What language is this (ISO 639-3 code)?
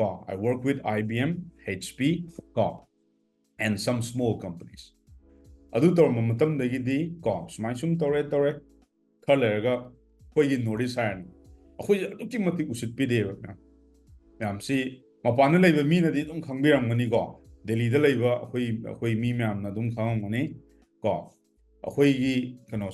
mni